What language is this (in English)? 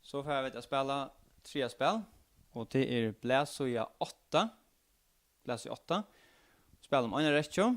Faroese